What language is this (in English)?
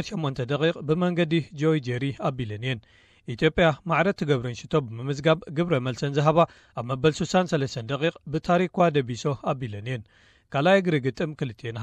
Tigrinya